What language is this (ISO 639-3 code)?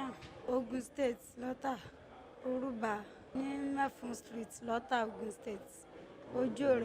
yor